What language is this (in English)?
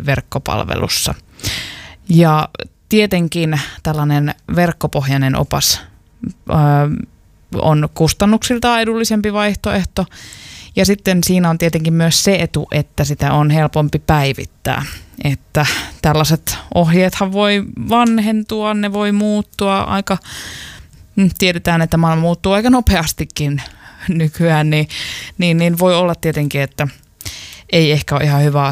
Finnish